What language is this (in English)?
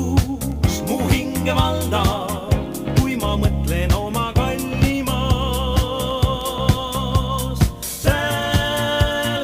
Estonian